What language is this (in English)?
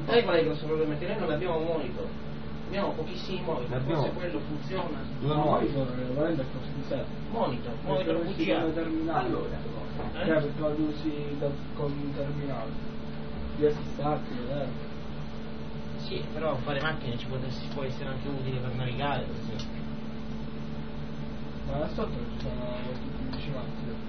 Italian